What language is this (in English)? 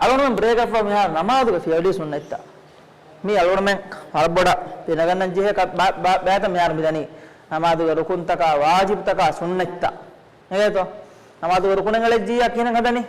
Divehi